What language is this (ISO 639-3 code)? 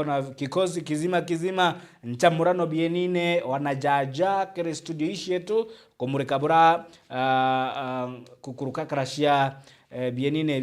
mer